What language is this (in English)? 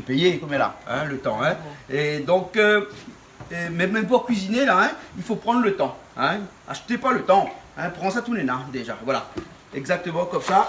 Réunion Creole French